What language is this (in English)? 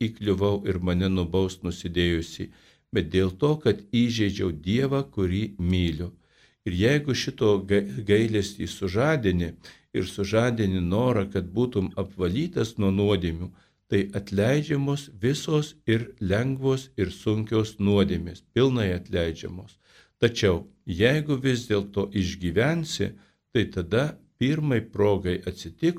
Lithuanian